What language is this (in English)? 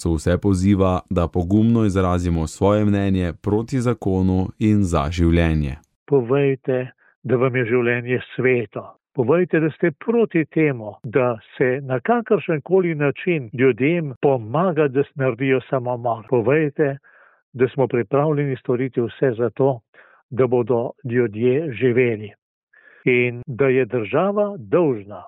Slovenian